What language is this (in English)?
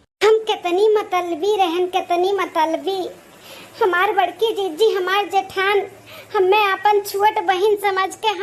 Awadhi